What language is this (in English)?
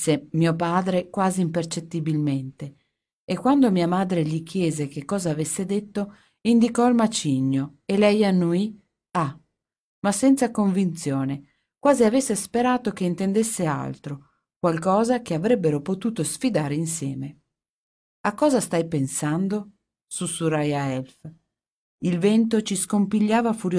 Italian